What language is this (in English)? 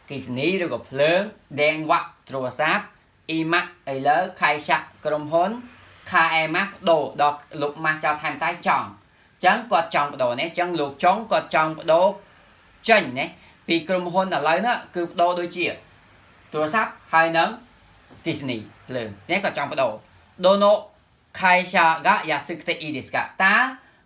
Khmer